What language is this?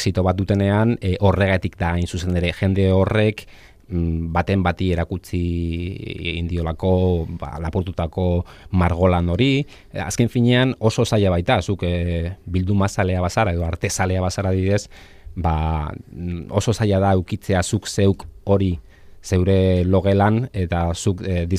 Basque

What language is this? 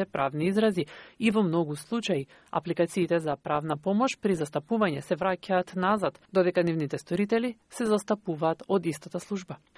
Macedonian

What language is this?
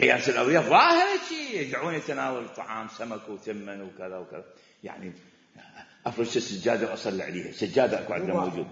Mesopotamian Arabic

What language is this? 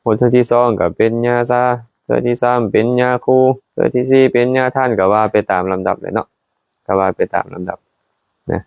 Lao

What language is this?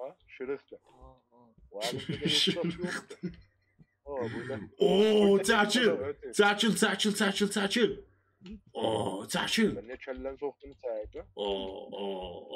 South Azerbaijani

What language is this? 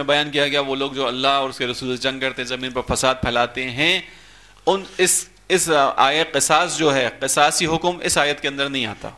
Urdu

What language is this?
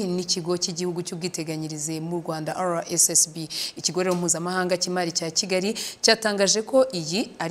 Kinyarwanda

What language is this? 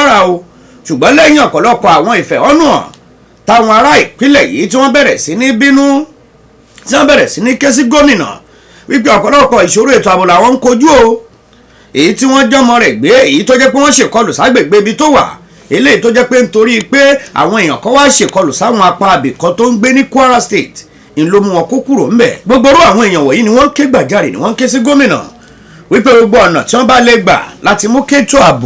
Yoruba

